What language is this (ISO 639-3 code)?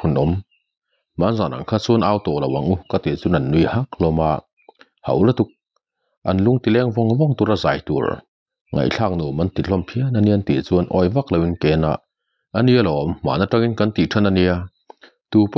lus